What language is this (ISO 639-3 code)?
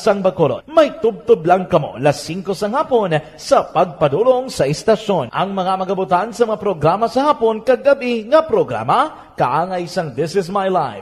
hil